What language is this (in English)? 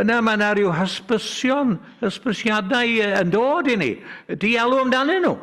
Welsh